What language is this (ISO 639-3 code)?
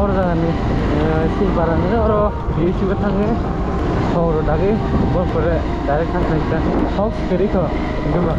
trp